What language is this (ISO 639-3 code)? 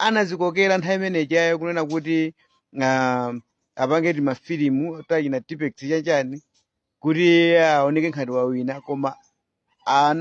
nya